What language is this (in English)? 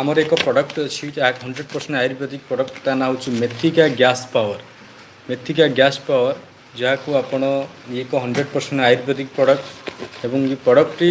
Odia